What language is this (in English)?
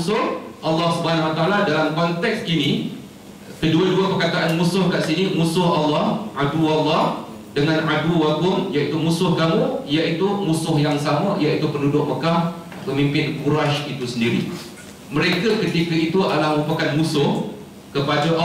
Malay